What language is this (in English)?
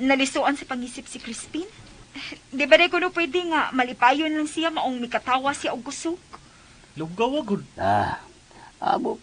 Cebuano